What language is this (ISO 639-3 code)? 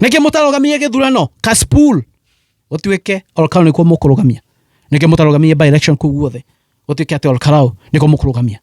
kik